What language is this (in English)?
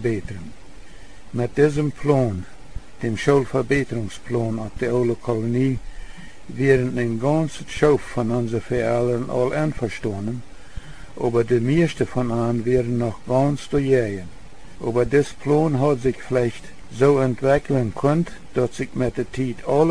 Plautdietsch